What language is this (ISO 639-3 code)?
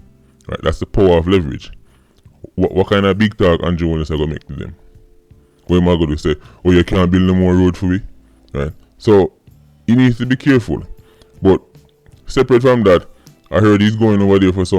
jam